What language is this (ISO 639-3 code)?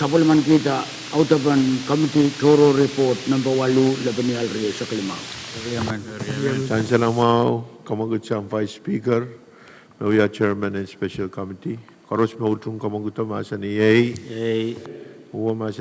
pon